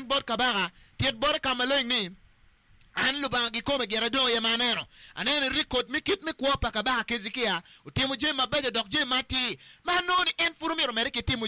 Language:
Acoli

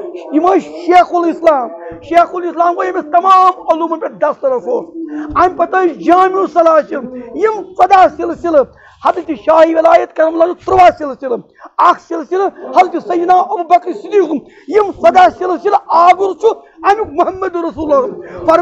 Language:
Kashmiri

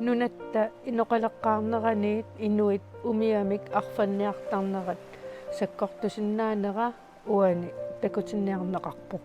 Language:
Kalaallisut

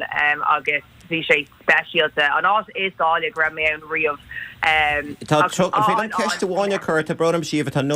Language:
Irish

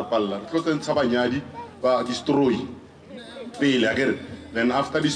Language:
Northern Sotho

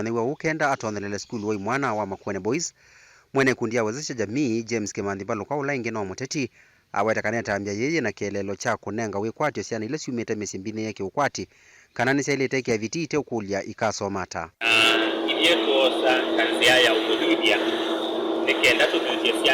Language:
Kamba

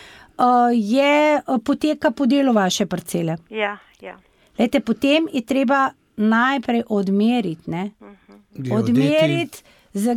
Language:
Slovenian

